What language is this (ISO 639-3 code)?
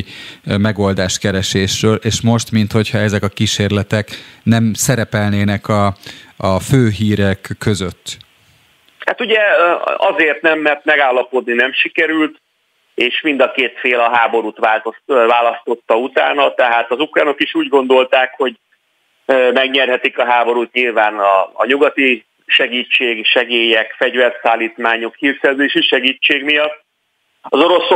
hun